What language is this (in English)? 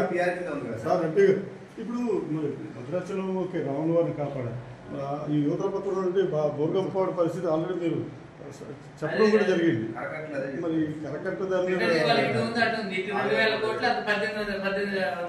Telugu